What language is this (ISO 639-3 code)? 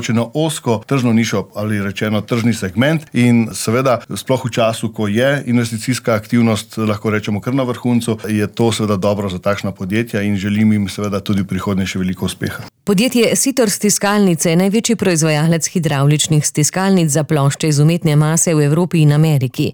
slv